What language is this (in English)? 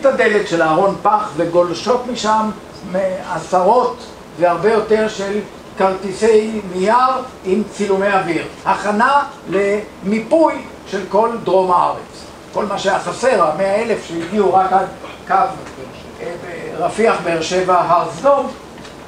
Hebrew